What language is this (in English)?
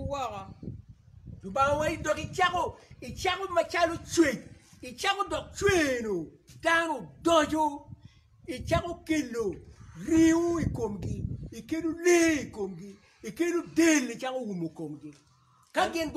Acoli